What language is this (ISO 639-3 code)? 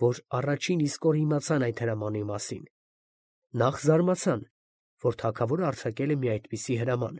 hye